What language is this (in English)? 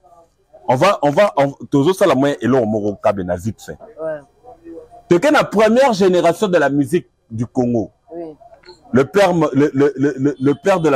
Lingala